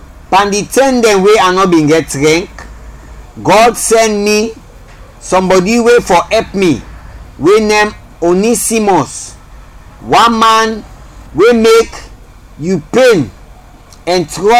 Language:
Krio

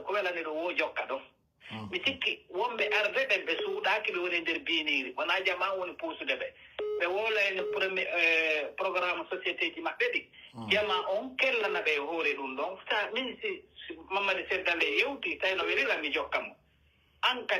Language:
Pular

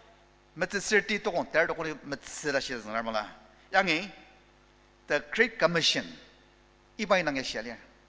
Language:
Ao Naga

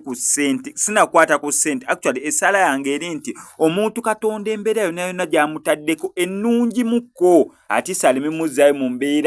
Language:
Ganda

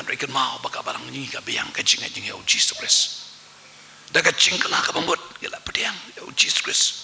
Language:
Khasi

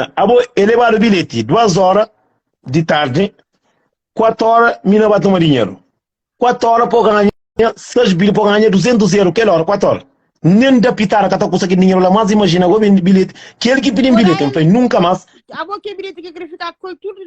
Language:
Kabuverdianu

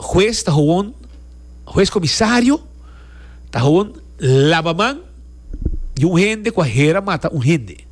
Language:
Papiamento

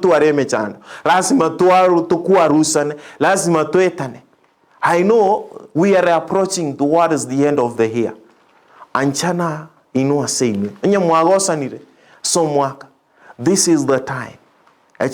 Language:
Gusii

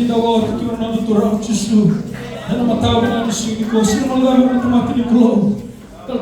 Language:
Fijian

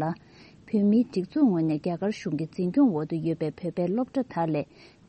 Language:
Tibetan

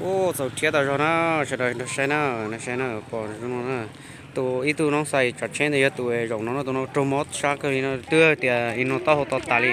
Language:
Hmong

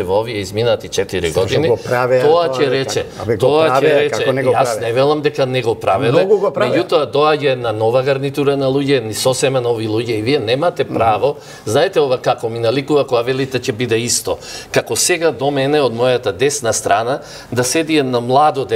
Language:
Macedonian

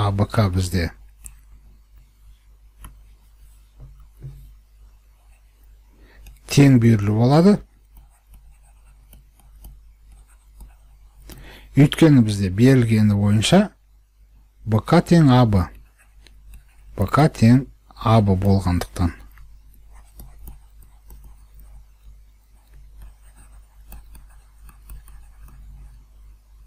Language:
Kazakh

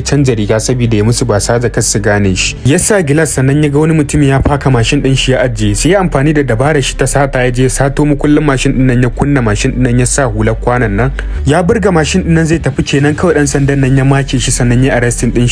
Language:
Hausa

